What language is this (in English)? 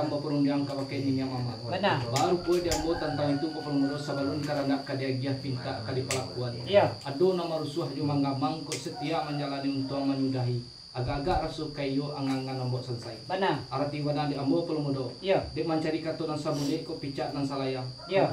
Minangkabau